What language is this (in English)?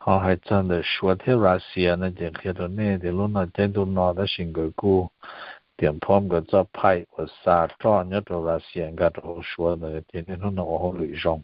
Hmong